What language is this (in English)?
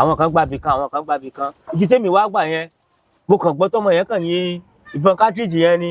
Yoruba